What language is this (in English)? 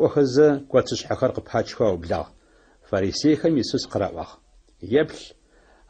Adyghe